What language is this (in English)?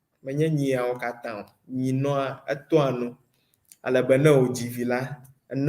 Ewe